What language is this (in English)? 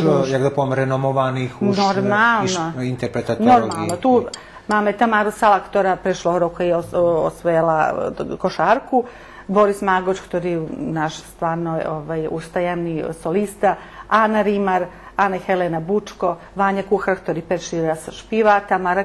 Rusyn